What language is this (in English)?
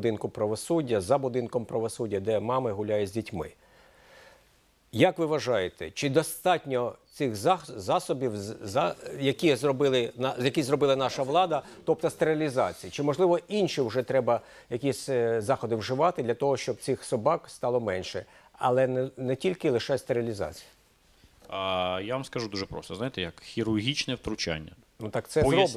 Ukrainian